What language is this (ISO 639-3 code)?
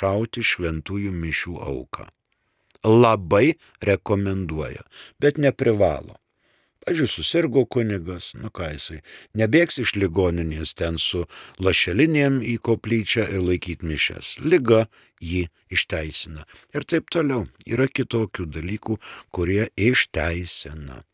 lit